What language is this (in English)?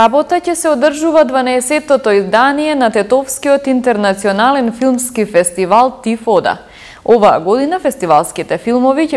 Macedonian